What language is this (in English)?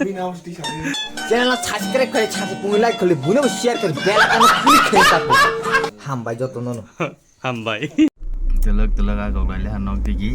Kok Borok